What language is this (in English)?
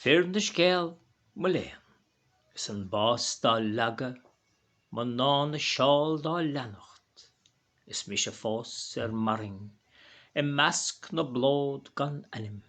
Irish